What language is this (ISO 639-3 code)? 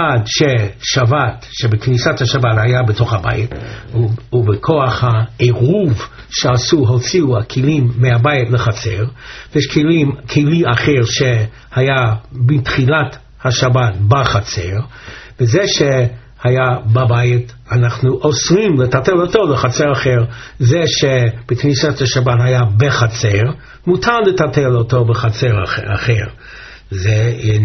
heb